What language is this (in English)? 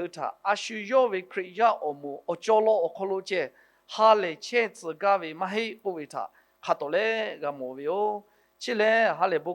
Lahu